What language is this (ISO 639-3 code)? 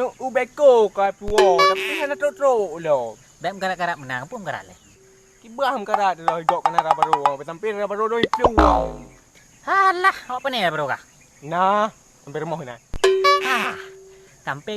ace